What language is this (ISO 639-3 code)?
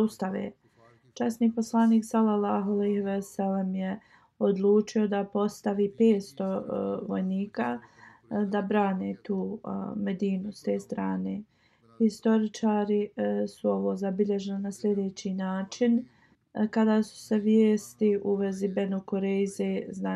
bos